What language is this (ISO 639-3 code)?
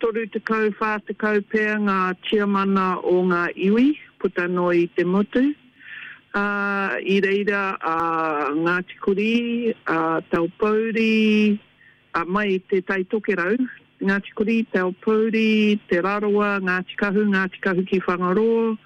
mri